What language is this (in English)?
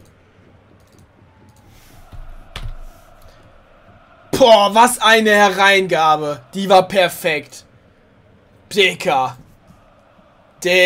German